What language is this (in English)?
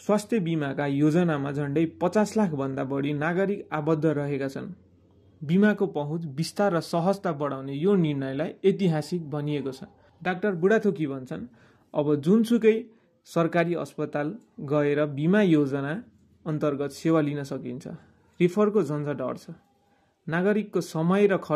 Nepali